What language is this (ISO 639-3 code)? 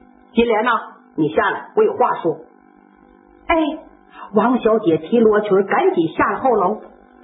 zho